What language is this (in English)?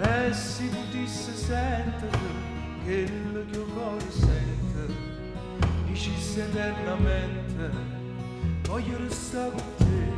Neapolitan